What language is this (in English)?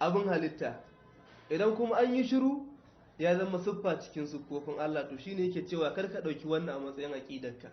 Hausa